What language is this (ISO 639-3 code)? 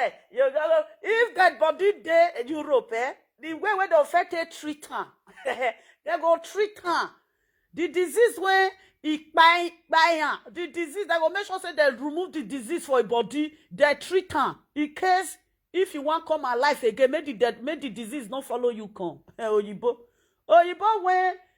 pcm